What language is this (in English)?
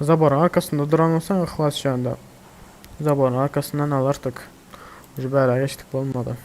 Turkmen